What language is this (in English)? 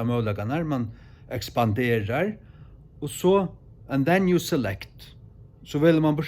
Faroese